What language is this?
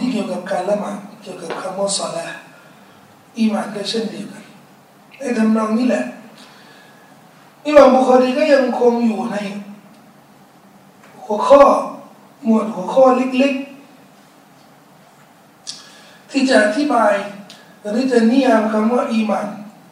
Thai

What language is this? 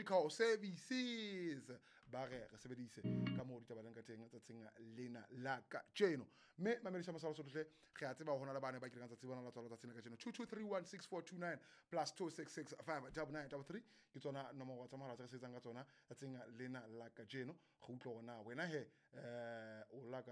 Southern Sotho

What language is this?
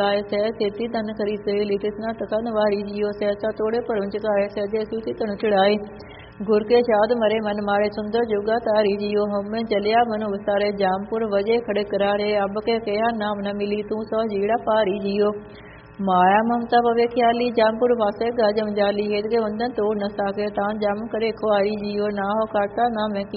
Punjabi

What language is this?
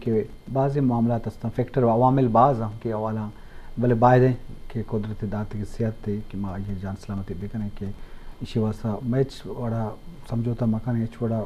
Eastern Balochi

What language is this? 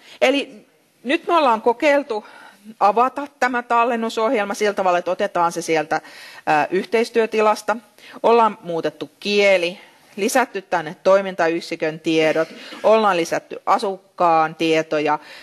Finnish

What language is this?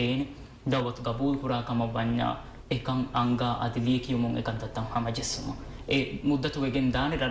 Divehi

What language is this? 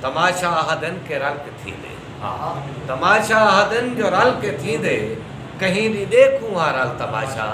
Saraiki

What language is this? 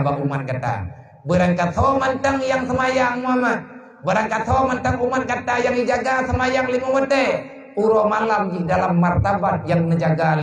Achinese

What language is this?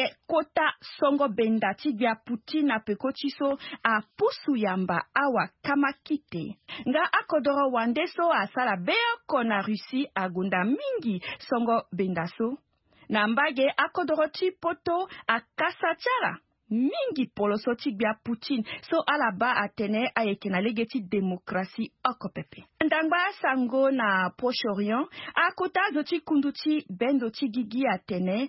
Sango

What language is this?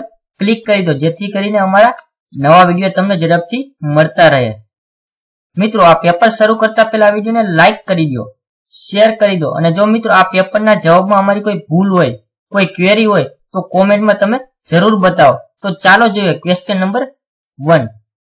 Gujarati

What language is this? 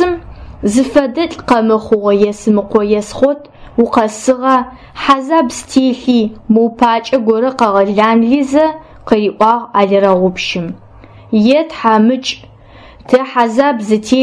Adyghe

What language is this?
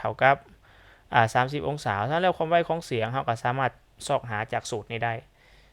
Lao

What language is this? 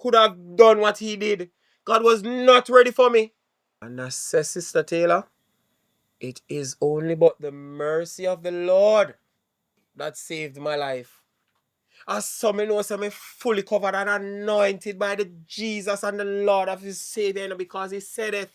Jamaican Creole English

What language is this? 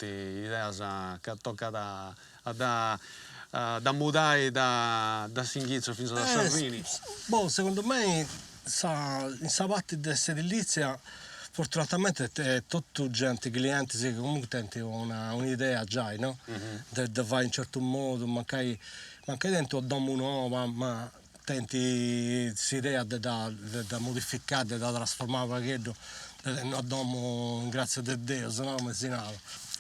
Sardinian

